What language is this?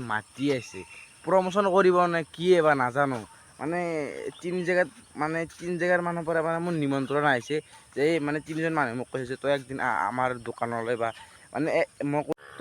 Assamese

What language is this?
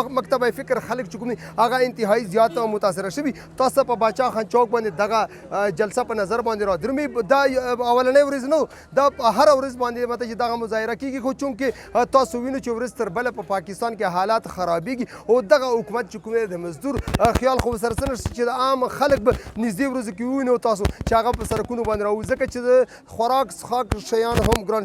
Pashto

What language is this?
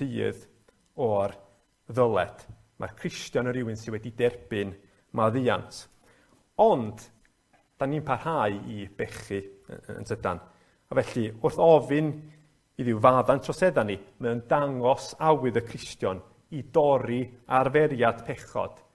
Welsh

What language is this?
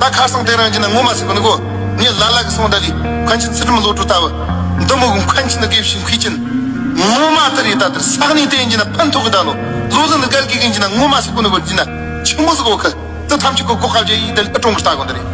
Tibetan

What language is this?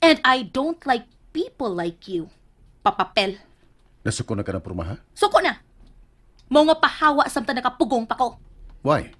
Cebuano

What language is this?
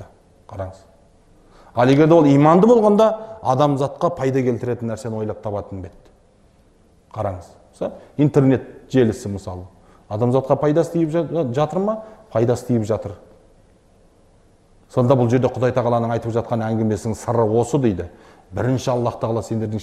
Kazakh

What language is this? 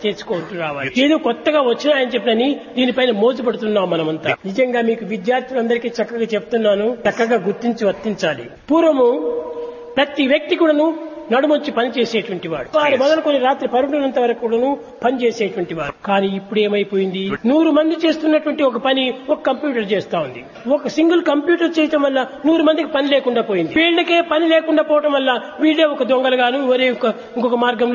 Telugu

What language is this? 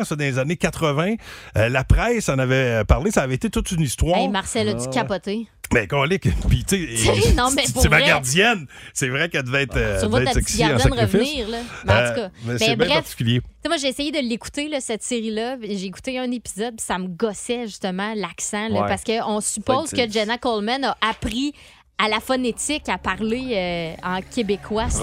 French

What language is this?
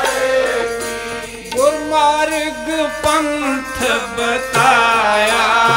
Punjabi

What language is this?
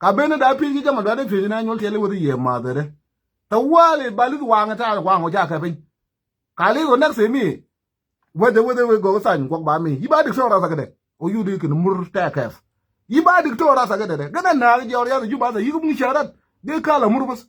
Nuer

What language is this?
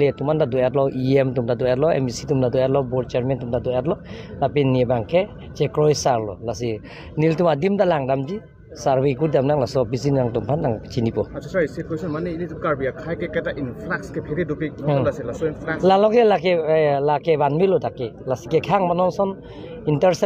Karbi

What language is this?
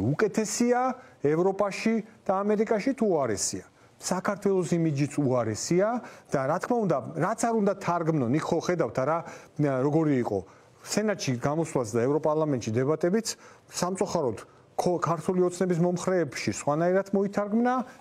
Georgian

